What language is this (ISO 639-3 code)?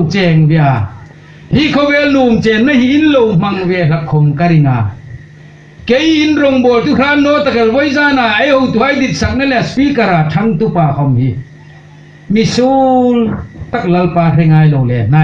hmr